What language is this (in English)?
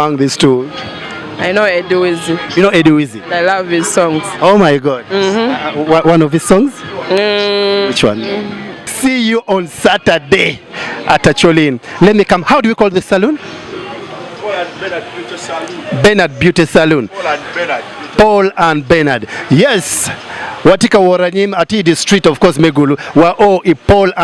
Acoli